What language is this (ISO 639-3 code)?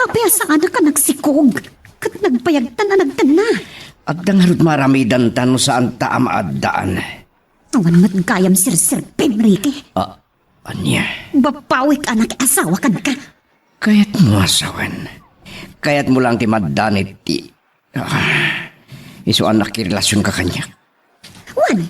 ilo